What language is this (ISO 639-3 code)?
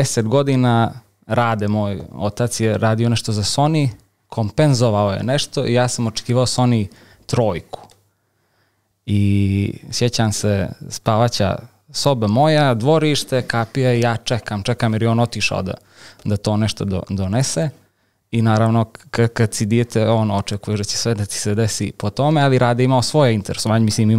srp